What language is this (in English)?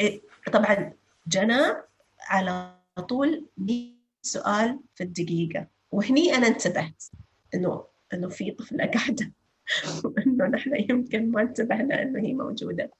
North Levantine Arabic